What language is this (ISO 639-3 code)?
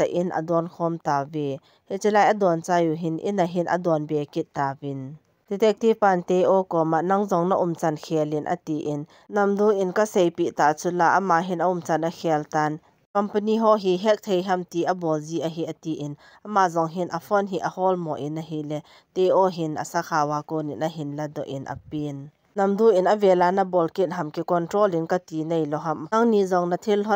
tcz